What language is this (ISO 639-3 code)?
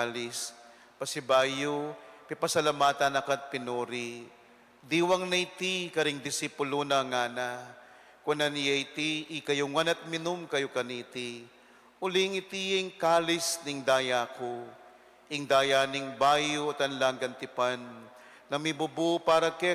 pam